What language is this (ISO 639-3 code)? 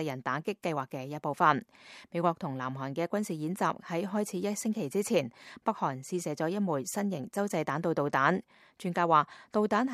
yue